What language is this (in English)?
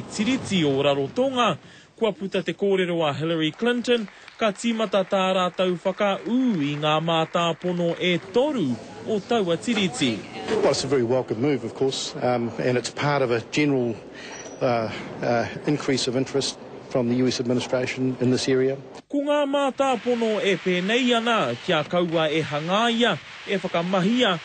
Māori